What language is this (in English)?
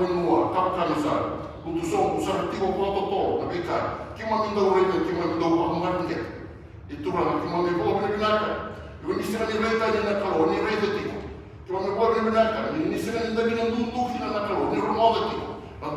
Fijian